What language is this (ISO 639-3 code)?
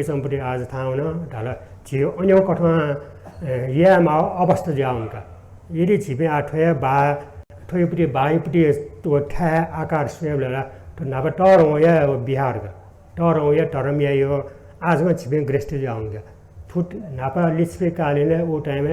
new